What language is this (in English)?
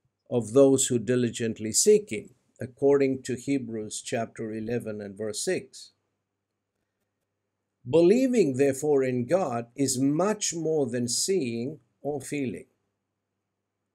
English